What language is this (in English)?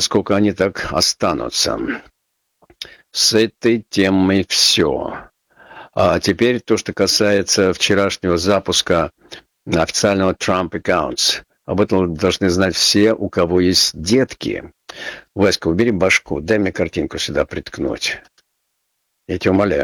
Russian